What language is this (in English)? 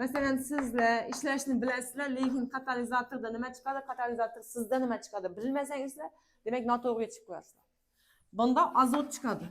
Uzbek